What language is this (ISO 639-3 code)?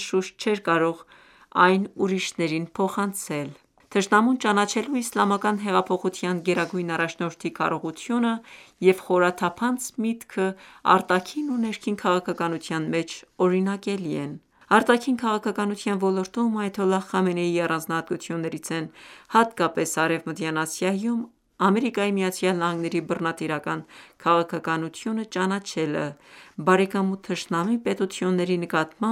hye